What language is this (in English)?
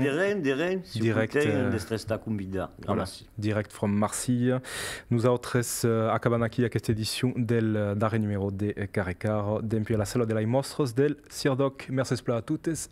Occitan